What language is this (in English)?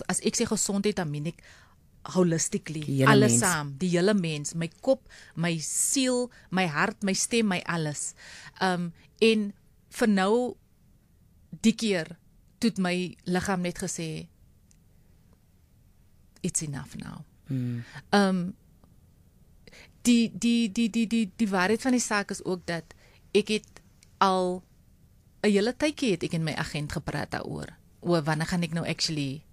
Afrikaans